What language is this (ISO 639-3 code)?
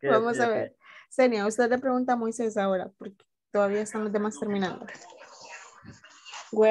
spa